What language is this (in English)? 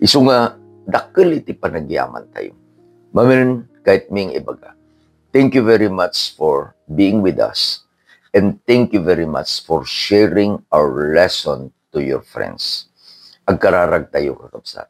Iloko